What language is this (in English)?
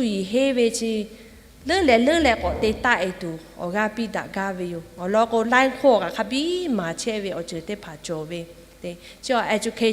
Lahu